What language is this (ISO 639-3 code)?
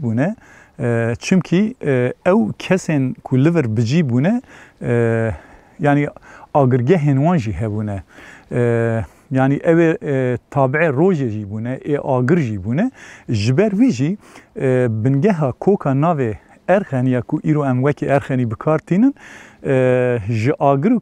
kur